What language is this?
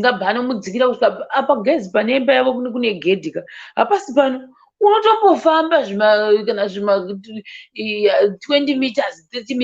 Shona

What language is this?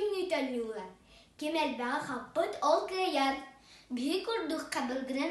Yakut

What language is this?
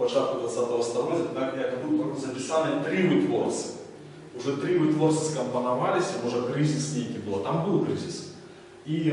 Belarusian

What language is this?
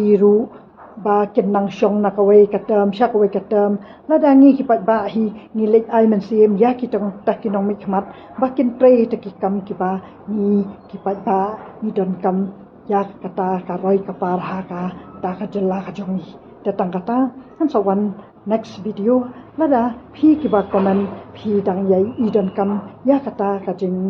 Khasi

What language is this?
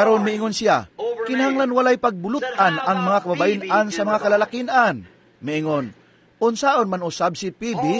Cebuano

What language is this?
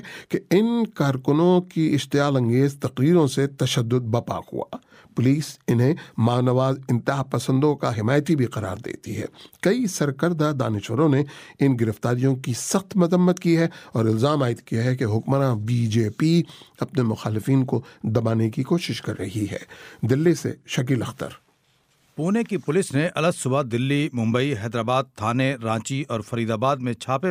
Urdu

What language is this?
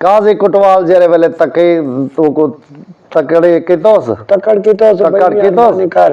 Saraiki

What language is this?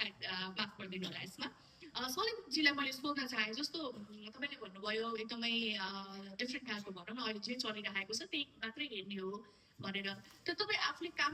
Nepali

